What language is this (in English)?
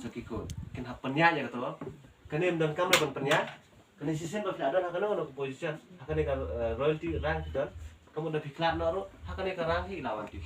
Khasi